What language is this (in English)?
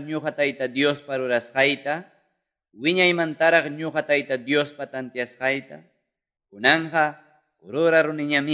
Quechua